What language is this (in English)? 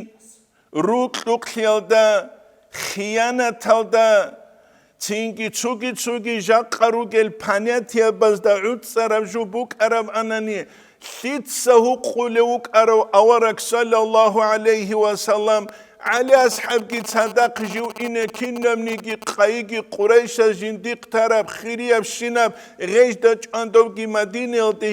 Avaric